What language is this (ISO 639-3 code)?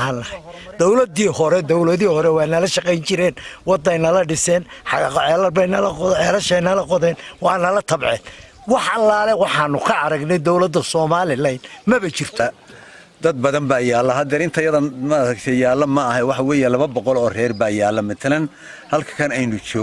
som